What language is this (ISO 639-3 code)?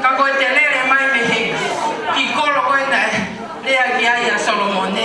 ton